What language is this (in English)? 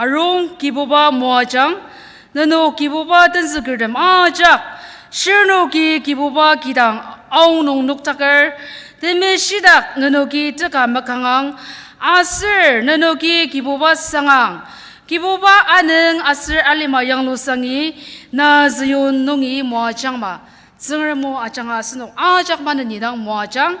Ao Naga